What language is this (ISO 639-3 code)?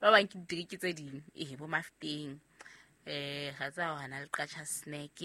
sot